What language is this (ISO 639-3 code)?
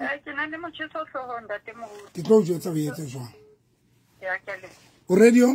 sot